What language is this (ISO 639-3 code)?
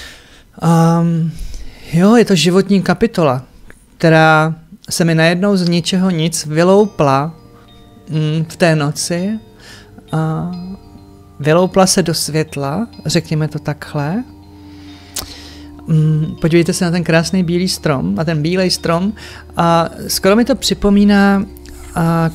ces